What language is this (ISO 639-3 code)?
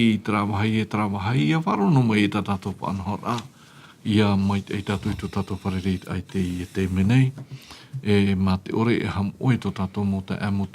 tah